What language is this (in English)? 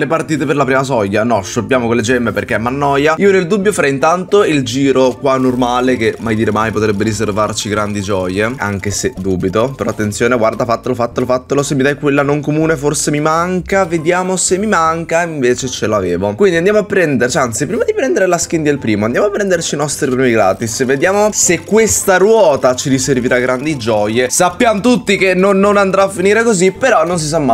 Italian